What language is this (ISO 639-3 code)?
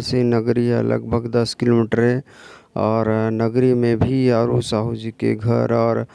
hne